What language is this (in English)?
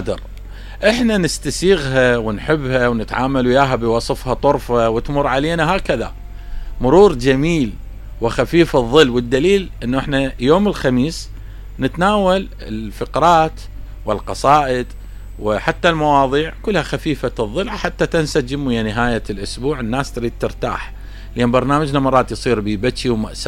Mesopotamian Arabic